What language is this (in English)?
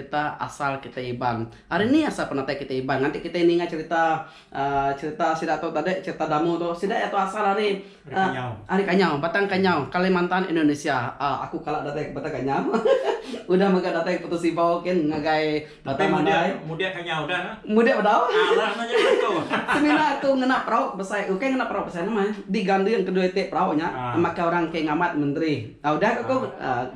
Iban